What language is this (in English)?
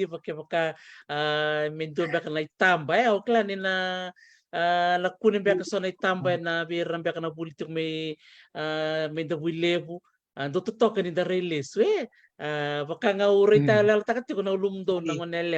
Fijian